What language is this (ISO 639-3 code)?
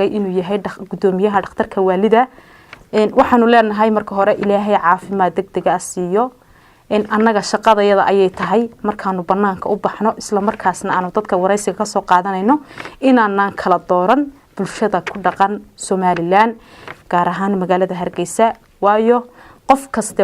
som